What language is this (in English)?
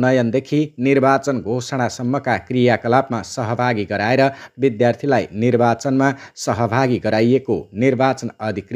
Nepali